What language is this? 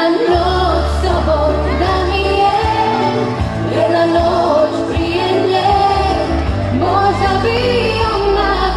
Croatian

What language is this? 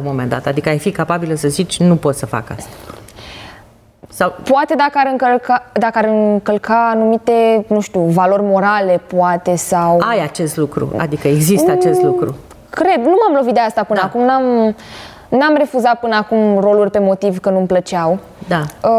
Romanian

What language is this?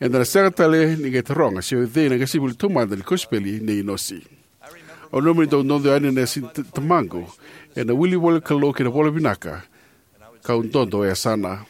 Fijian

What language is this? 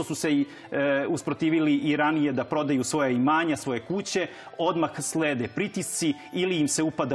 Serbian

